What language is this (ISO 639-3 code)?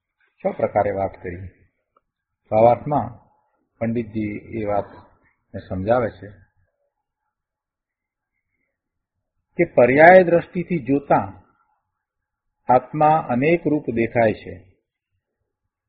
guj